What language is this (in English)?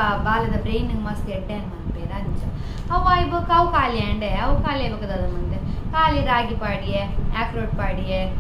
Tulu